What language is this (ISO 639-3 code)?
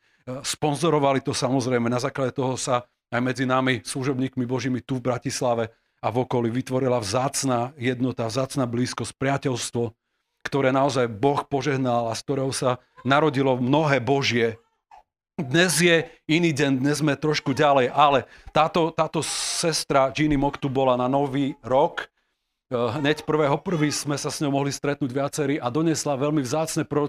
slk